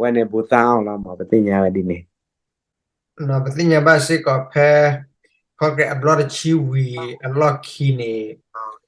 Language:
S'gaw Karen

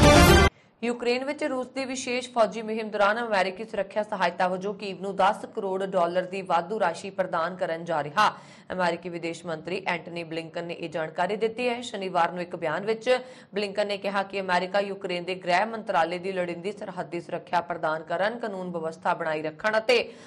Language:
Punjabi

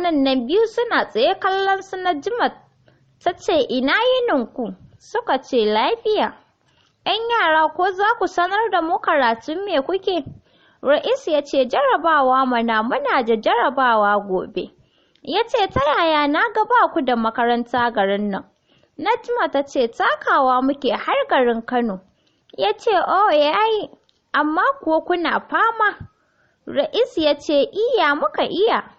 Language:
Hausa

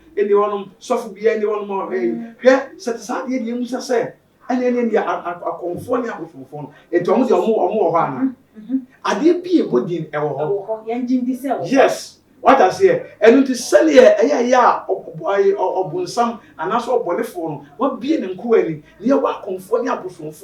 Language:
Akan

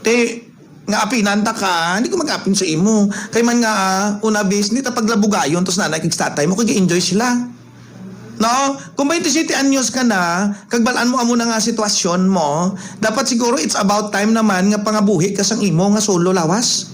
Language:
Hiligaynon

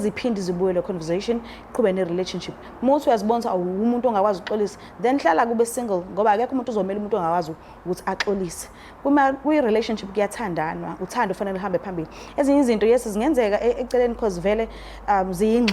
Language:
Zulu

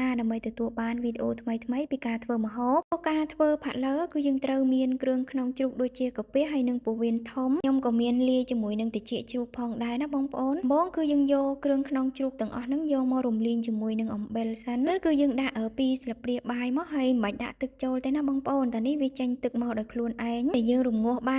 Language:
Khmer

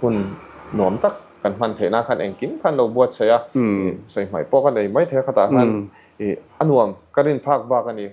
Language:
Mizo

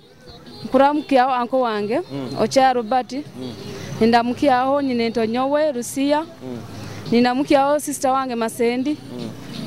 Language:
Nyoro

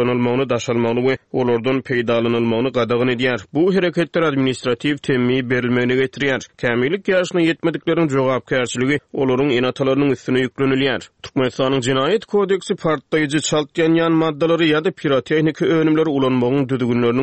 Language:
Turkmen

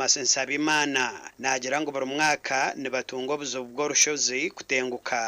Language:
Nyankole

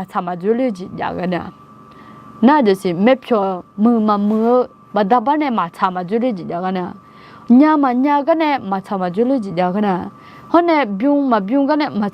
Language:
Akha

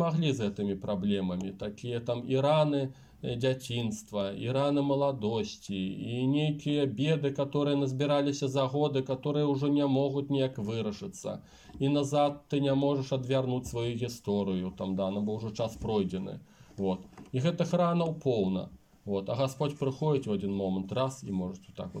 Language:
Belarusian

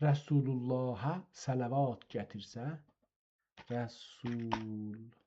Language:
South Azerbaijani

